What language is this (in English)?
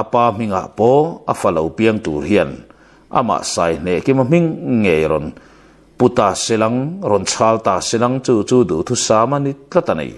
Mizo